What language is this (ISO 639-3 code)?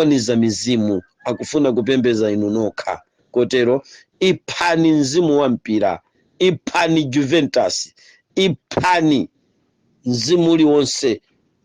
nya